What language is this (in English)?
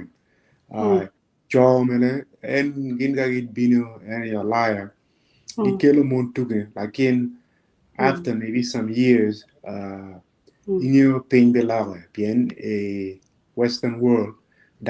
Acoli